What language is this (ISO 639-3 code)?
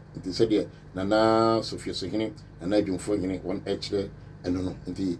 aka